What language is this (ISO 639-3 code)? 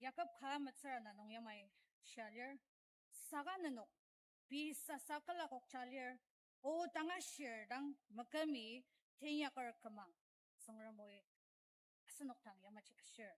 njo